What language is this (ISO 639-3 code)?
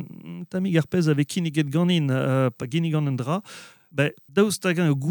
bre